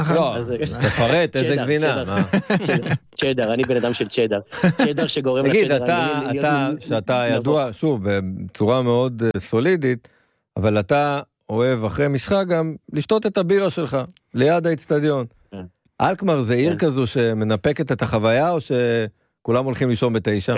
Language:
Hebrew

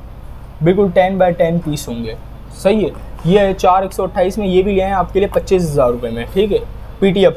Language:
Hindi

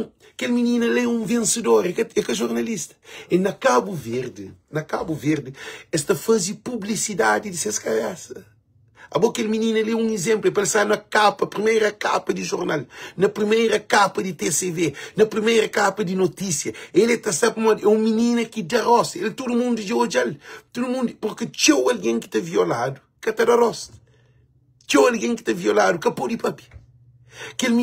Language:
Kabuverdianu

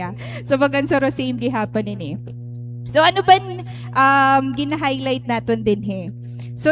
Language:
Waray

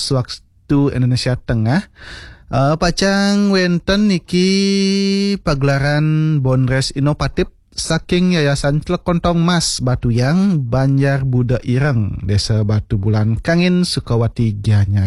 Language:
Balinese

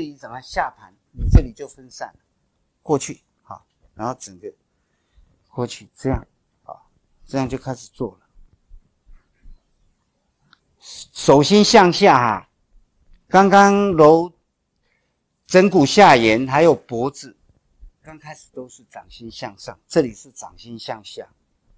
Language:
Chinese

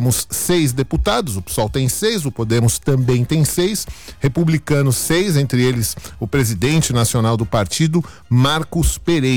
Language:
Portuguese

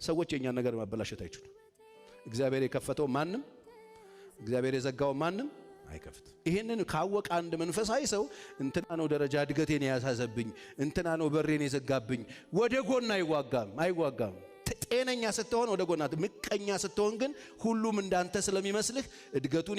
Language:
Amharic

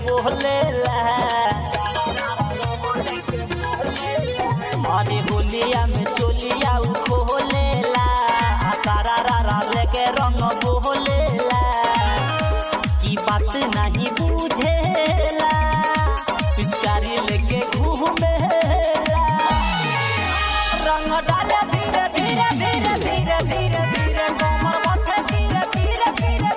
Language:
Bhojpuri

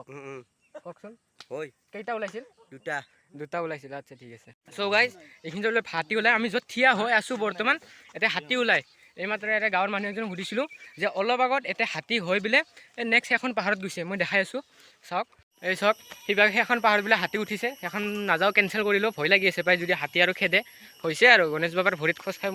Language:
Assamese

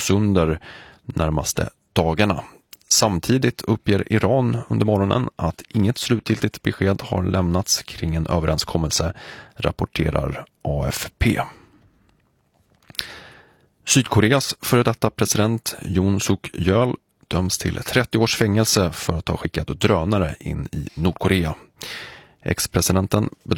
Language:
Swedish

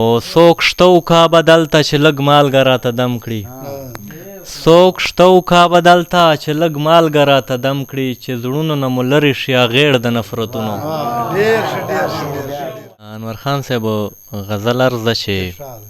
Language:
Pashto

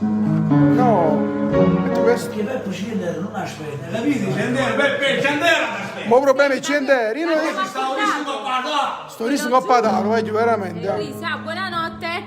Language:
Neapolitan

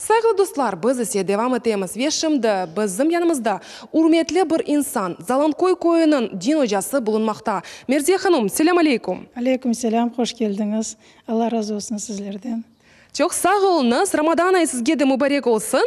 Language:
Crimean Tatar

